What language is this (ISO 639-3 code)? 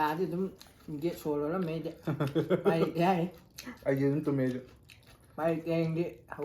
mni